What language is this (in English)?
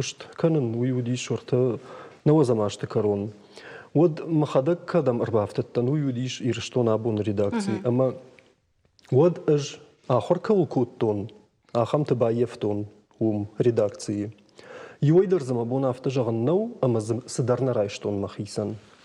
Ossetic